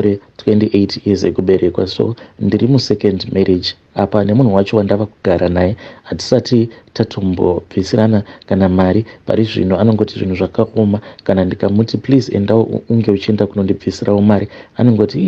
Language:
Shona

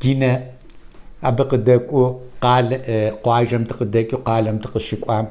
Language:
Kabardian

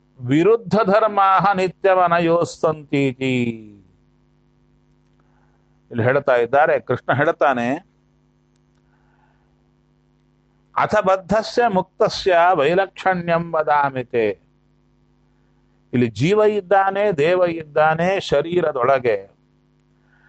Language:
Kannada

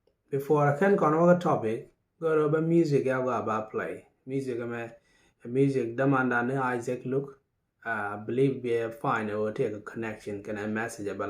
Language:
Nuer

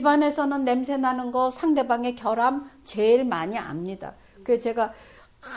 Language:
Korean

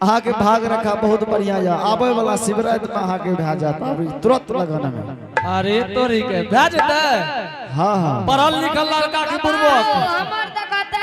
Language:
Angika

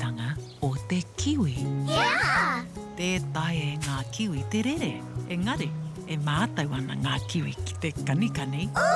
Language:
Māori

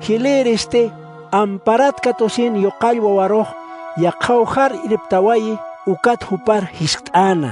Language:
Aymara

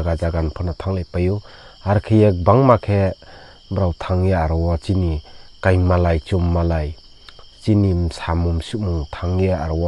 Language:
Riang (India)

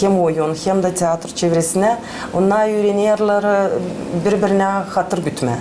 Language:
Gagauz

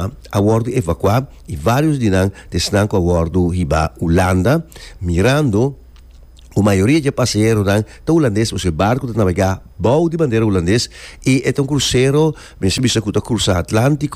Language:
Papiamento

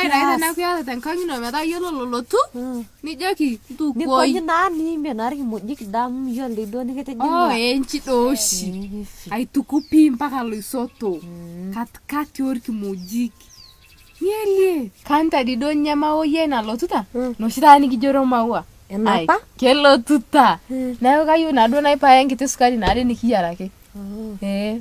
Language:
Masai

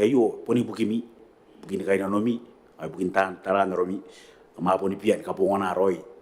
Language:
Gilbertese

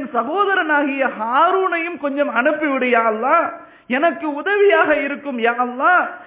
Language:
Tamil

